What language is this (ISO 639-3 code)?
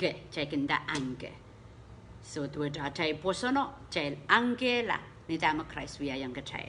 pon